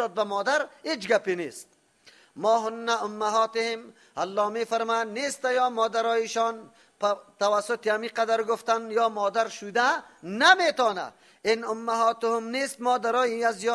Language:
Persian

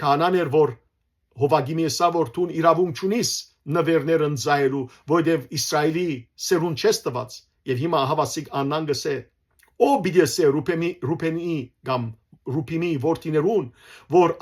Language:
Western Armenian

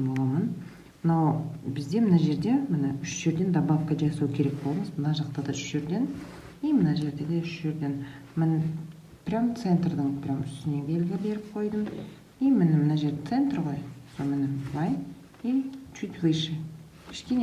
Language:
Kazakh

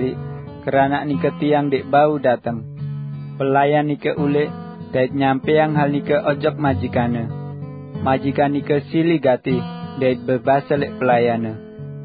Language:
Sasak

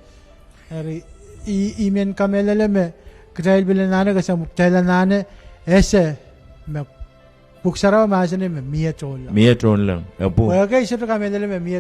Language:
Pohnpeian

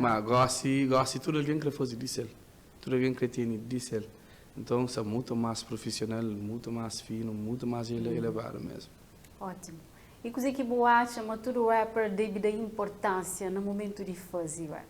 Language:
Kabuverdianu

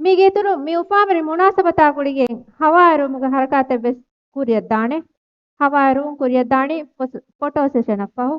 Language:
Divehi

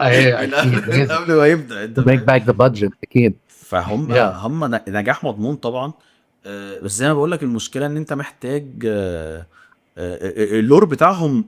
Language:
Egyptian Arabic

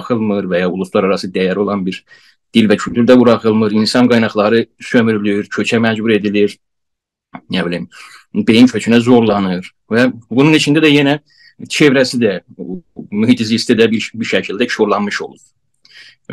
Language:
South Azerbaijani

